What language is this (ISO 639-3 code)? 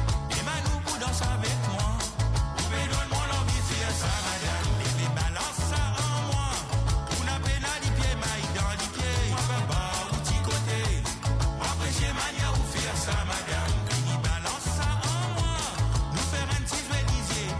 mfe